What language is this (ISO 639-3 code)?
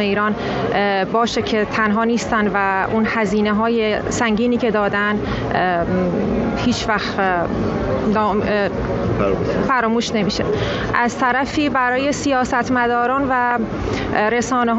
fas